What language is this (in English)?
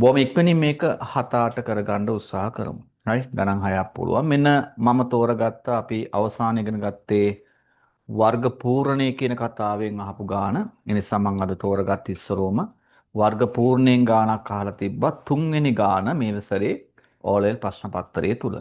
Sinhala